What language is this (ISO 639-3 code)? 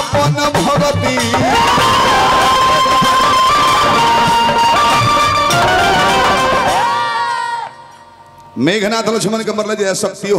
bho